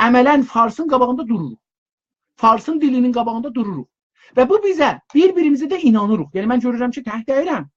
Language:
South Azerbaijani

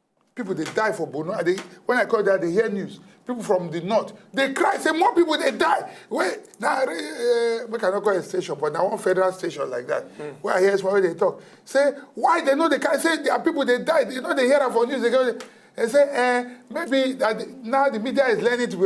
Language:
Nigerian Pidgin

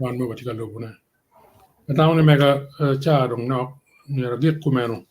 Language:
Acoli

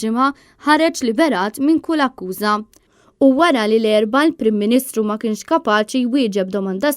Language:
Maltese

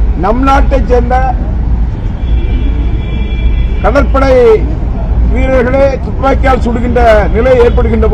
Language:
Tamil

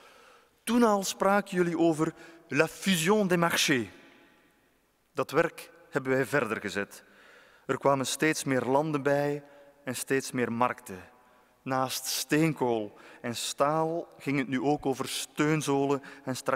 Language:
Dutch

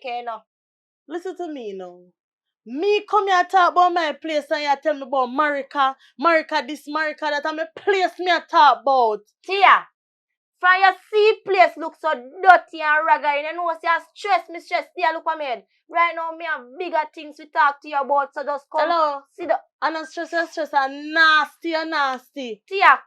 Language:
Jamaican Creole English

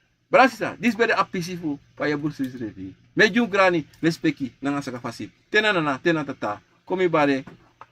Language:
Sranan Tongo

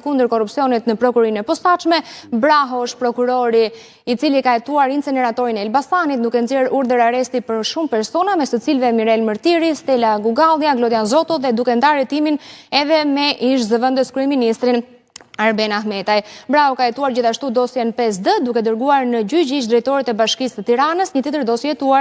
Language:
Albanian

